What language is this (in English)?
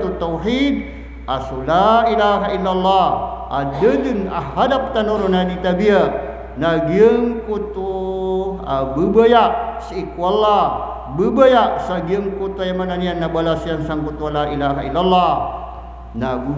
Maranao